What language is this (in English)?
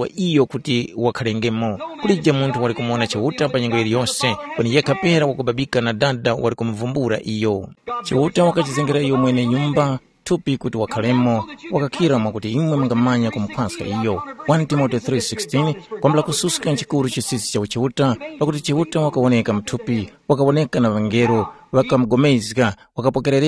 Tumbuka